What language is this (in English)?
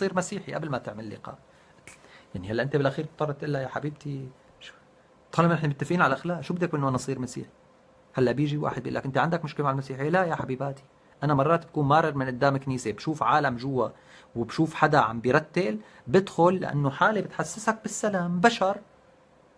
North Levantine Arabic